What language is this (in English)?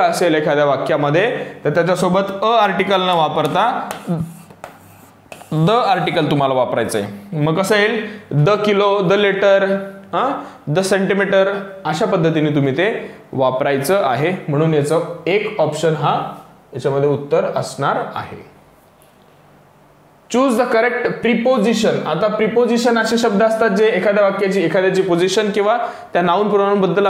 Marathi